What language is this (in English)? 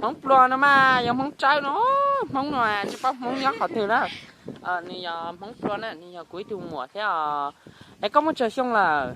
Hmong